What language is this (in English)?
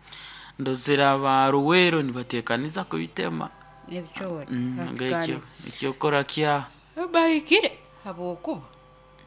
Nyoro